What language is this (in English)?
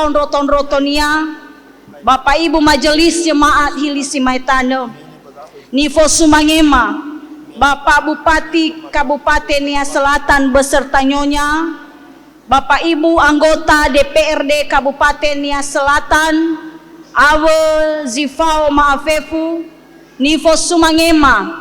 Nias